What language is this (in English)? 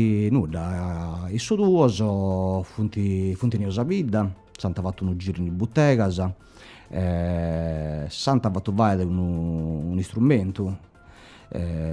Sardinian